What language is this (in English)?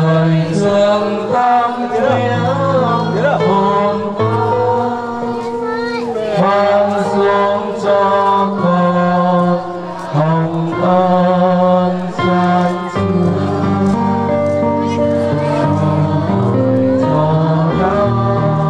Vietnamese